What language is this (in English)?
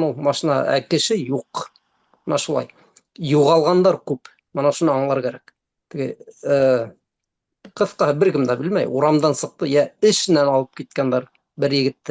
Bashkir